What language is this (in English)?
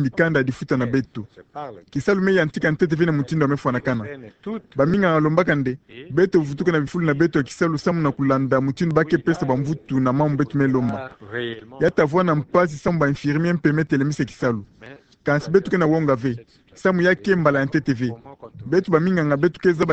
Kituba (Democratic Republic of Congo)